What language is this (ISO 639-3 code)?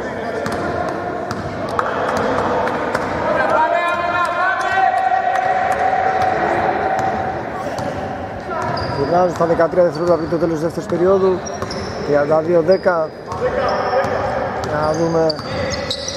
ell